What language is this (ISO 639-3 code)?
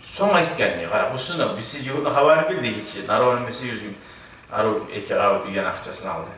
kum